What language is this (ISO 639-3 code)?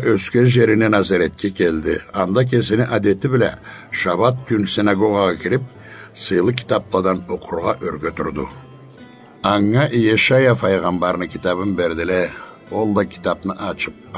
krc